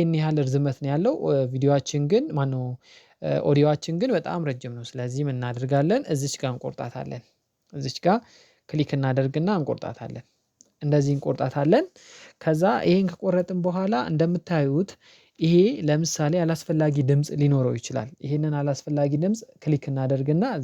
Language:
Amharic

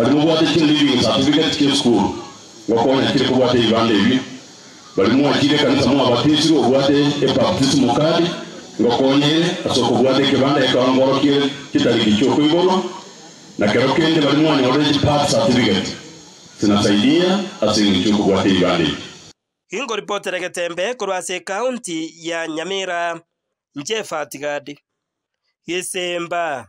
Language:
Gusii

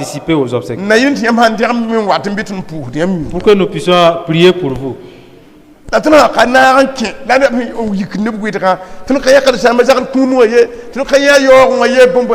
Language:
Mossi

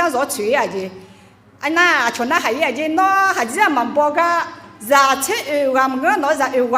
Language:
Akha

